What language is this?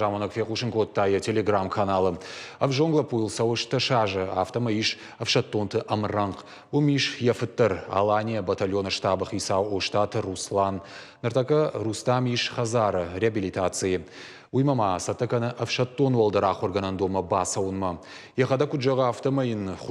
Ossetic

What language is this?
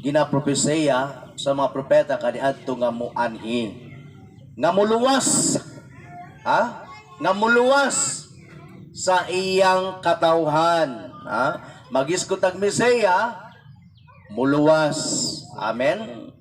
Cebuano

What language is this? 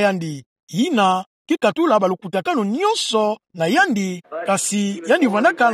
Kituba (Democratic Republic of Congo)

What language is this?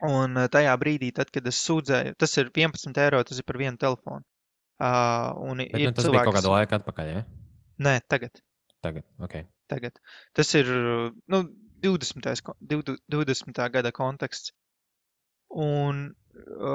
Latvian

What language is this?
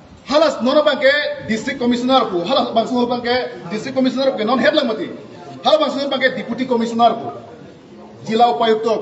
Karbi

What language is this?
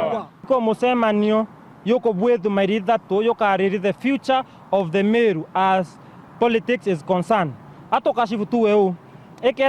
Meru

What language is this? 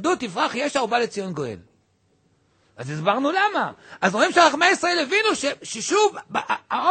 Hebrew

